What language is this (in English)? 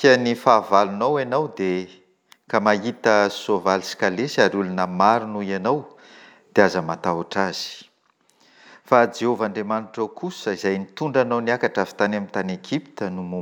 Malagasy